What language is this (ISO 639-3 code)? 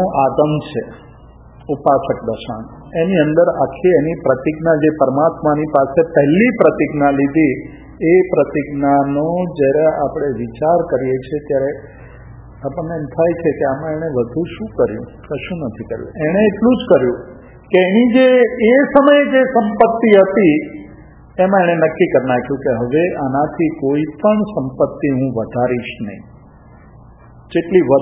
guj